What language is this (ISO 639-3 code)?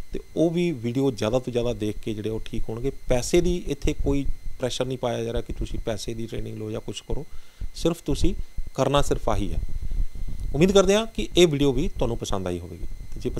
pan